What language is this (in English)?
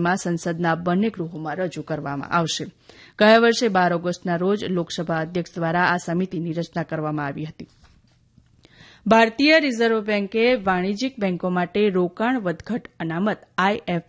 Gujarati